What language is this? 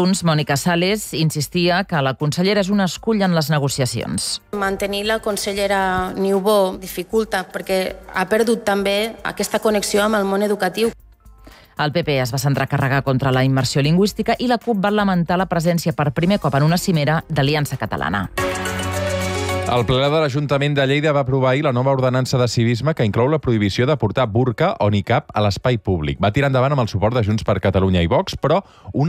Catalan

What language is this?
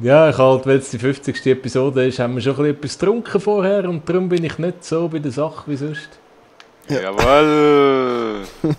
Swiss German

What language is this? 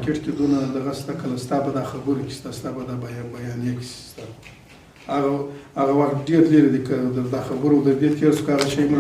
Pashto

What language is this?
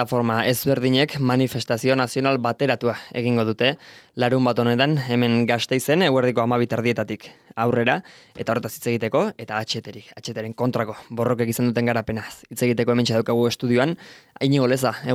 Basque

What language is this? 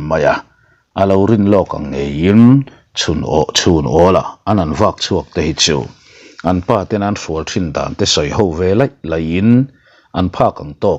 Mizo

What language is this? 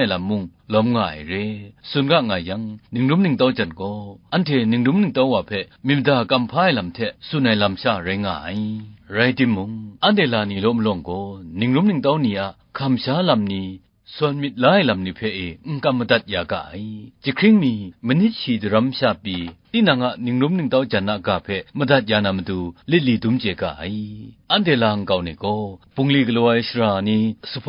Kachin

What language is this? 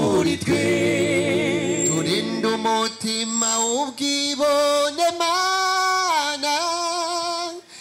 Kinyarwanda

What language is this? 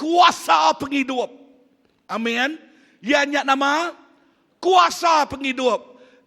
Iban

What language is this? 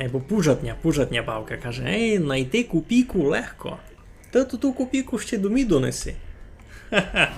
Rusyn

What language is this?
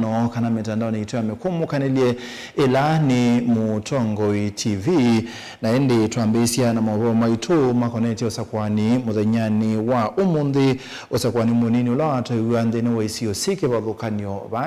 Kamba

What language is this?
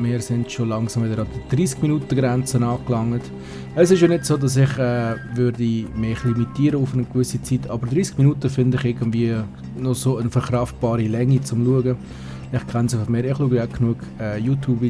Swiss German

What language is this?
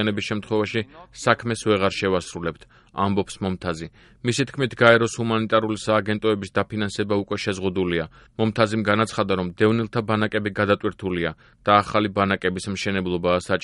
Georgian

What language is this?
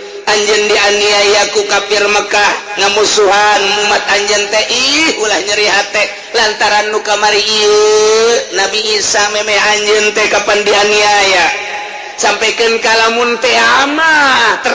Sundanese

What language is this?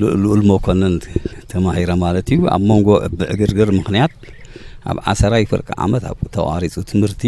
Tigrinya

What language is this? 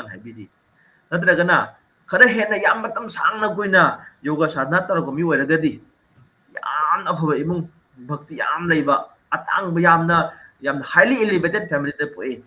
Manipuri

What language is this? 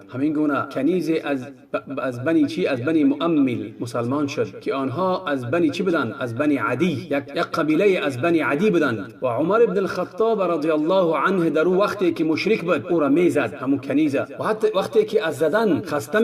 Tajik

